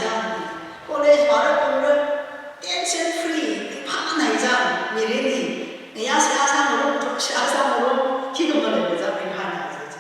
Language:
Tangkhul Naga (India)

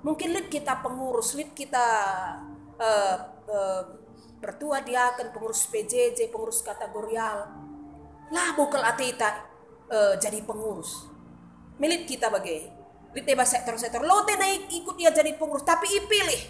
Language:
Batak Karo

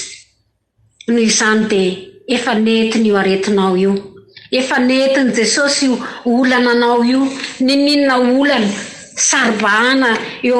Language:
Malagasy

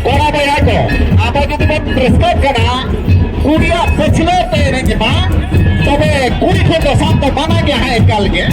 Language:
Santali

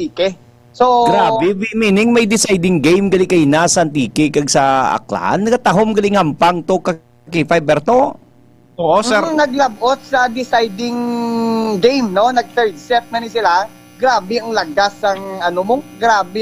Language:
Hiligaynon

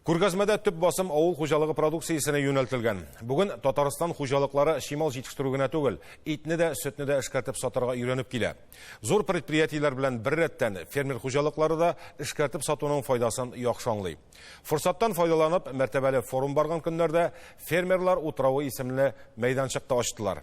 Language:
Tatar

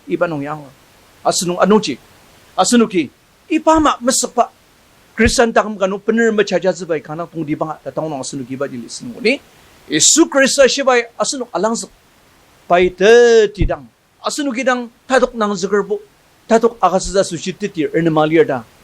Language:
Ao Naga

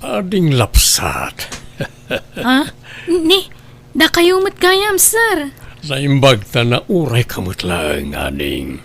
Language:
Iloko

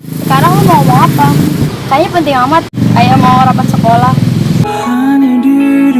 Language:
Betawi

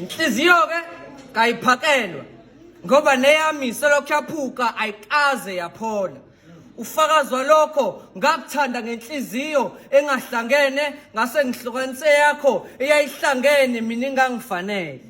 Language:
Zulu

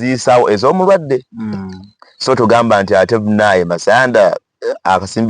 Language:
Ganda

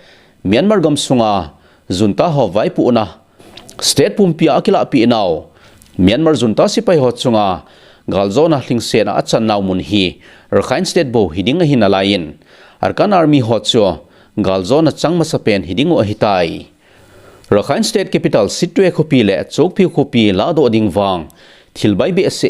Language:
Thado Chin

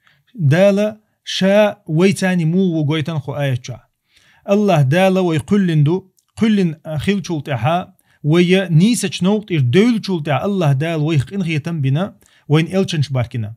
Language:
Chechen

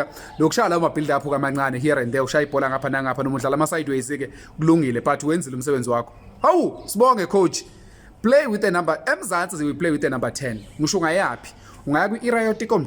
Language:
Zulu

